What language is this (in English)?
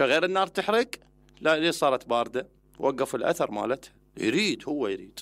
Mesopotamian Arabic